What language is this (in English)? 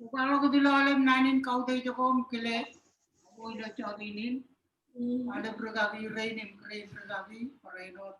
Marshallese